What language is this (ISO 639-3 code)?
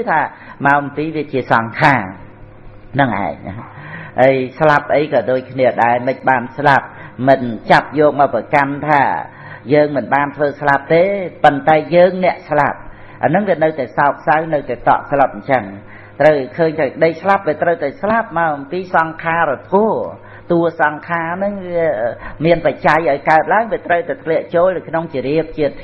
khm